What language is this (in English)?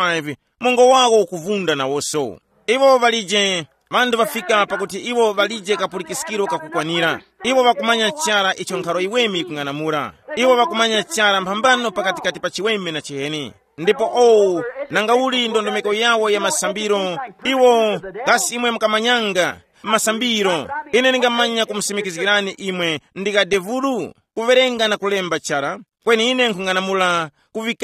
Tumbuka